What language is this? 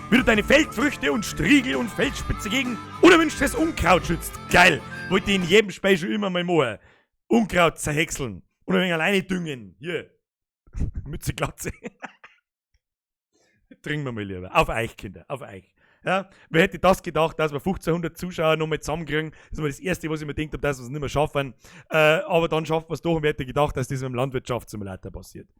Bavarian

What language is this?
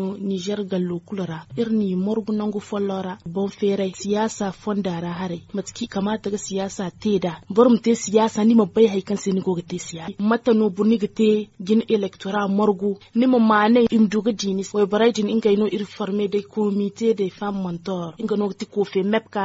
Zarma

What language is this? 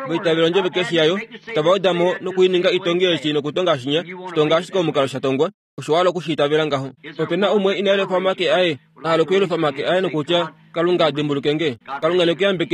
Kuanyama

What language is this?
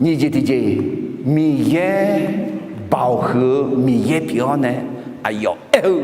Akha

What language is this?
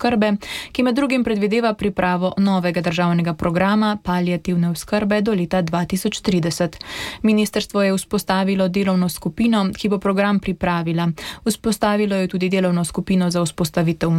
Slovenian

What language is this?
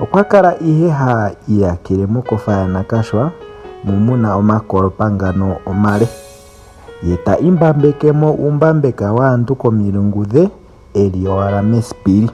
Ndonga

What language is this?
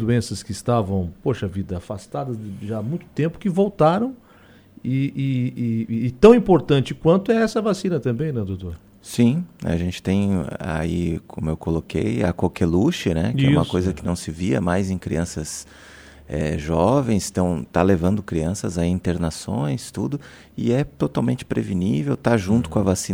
Portuguese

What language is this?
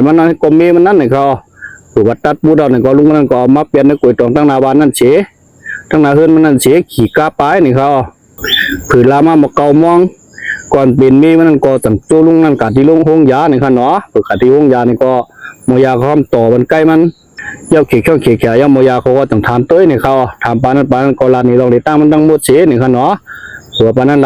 Shan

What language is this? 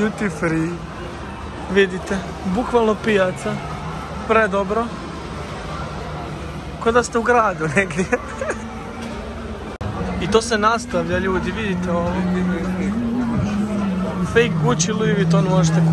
Croatian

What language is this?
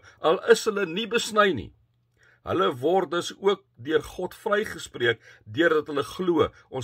Afrikaans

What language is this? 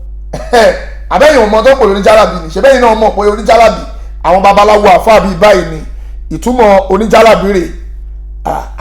Yoruba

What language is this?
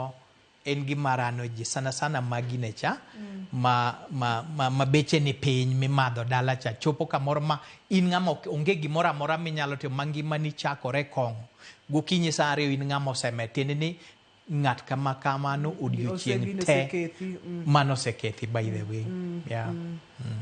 Luo (Kenya and Tanzania)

